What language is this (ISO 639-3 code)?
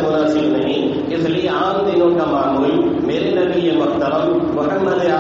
urd